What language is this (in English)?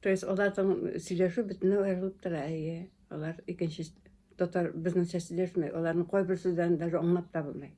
Bashkir